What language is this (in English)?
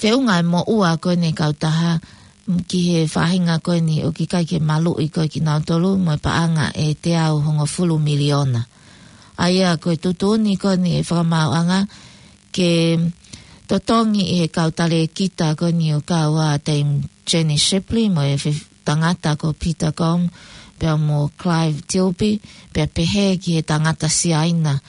Tongan